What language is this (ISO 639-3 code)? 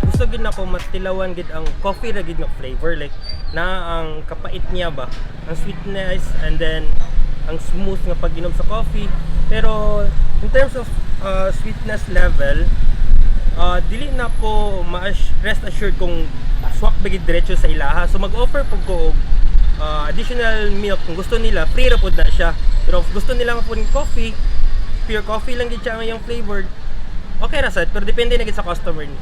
ceb